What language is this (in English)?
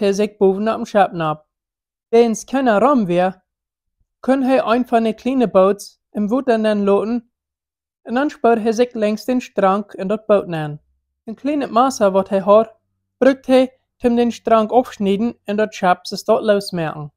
Plautdietsch